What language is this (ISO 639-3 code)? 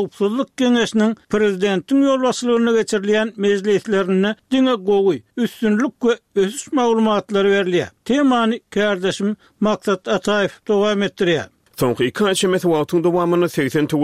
tuk